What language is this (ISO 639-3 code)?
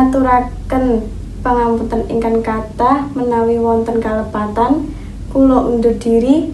jav